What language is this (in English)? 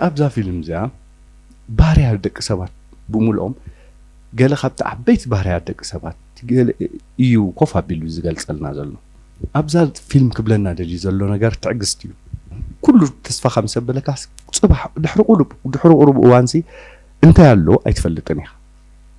Tigrinya